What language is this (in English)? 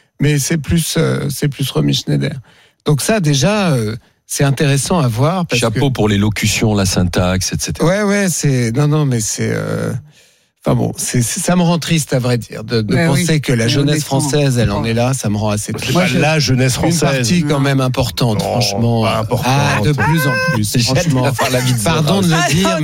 French